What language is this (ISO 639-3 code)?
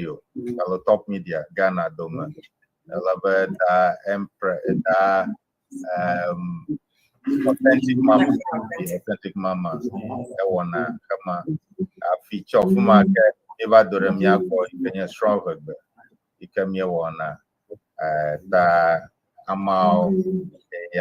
ewe